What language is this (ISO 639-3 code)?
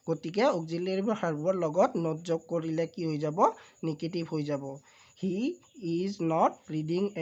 asm